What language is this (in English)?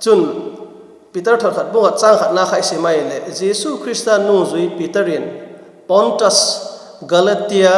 Vaiphei